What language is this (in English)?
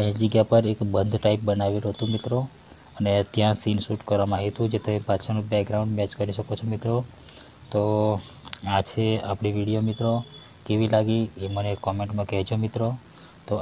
Gujarati